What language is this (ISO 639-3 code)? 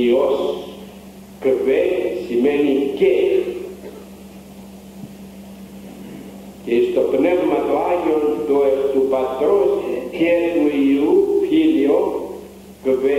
ell